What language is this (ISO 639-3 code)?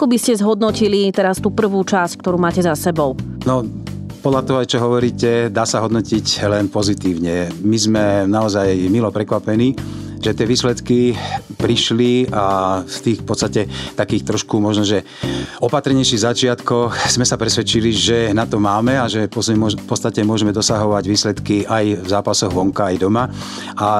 slk